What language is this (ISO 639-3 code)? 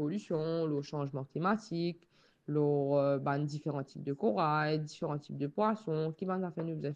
mfe